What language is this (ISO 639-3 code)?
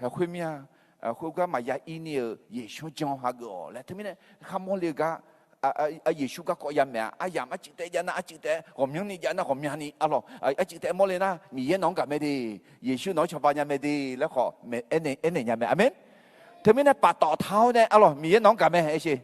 ahk